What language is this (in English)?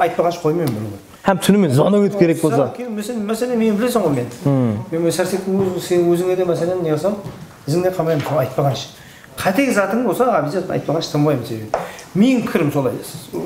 Kara-Kalpak